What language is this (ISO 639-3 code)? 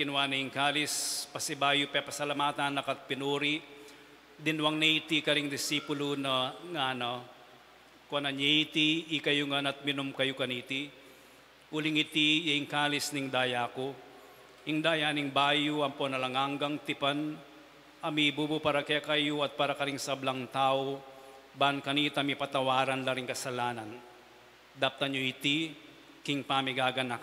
pam